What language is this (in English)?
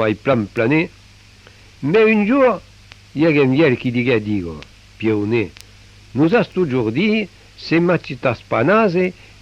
Occitan